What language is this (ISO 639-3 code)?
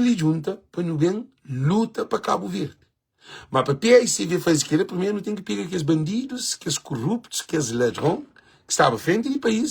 kea